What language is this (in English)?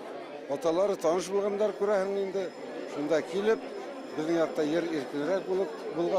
Bashkir